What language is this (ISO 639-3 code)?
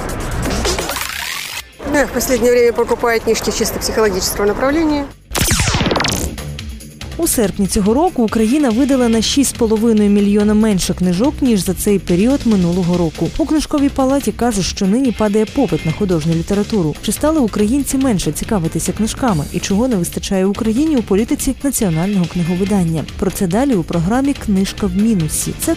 ukr